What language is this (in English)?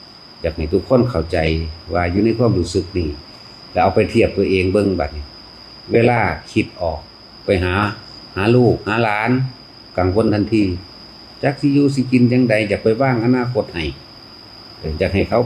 Northeastern Thai